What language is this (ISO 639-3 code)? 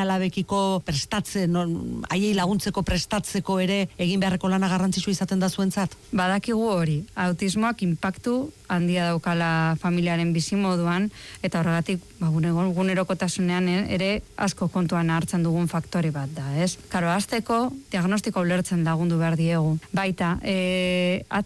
eus